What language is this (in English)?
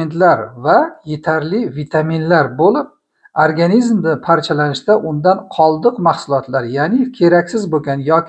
Uzbek